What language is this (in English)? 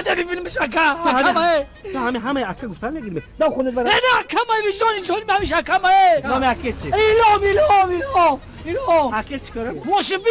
Tajik